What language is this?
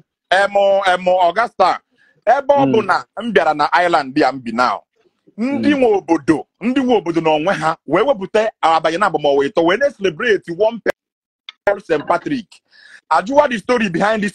Igbo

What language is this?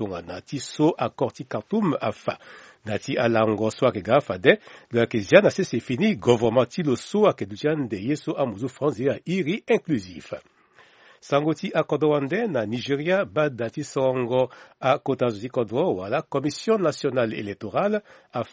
Sango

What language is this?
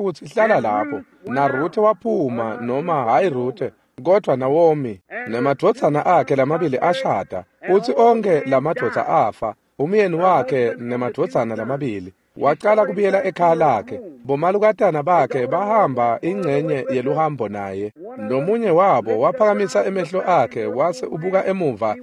Swati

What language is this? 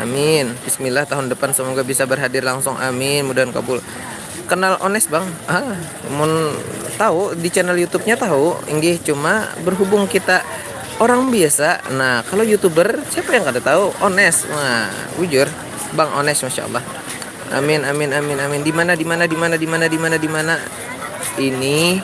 Banjar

